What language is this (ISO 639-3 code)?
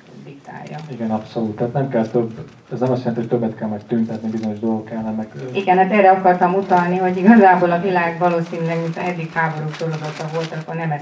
hun